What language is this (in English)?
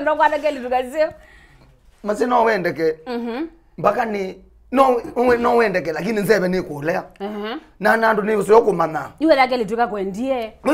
Kamba